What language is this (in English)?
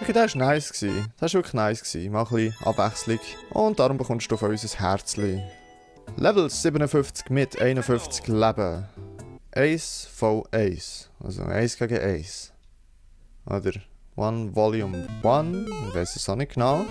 Swiss German